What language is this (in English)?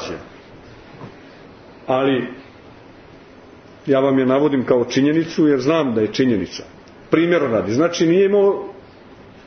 Serbian